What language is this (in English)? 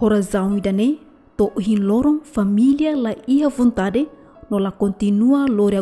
Tetum